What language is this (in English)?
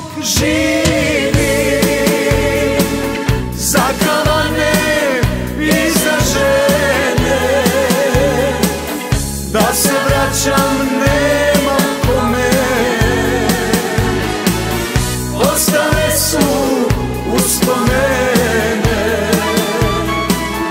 Serbian